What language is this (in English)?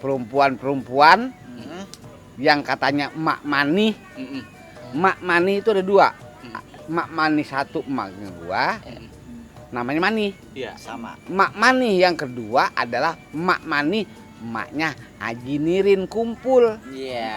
Betawi